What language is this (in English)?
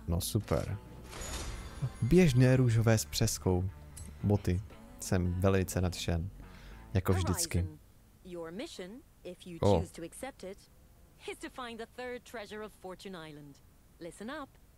Czech